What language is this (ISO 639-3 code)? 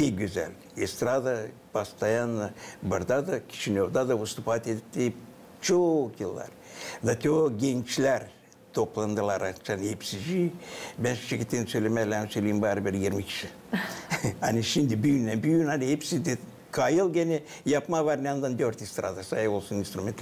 gag